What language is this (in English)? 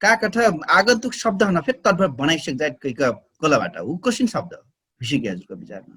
Dangaura Tharu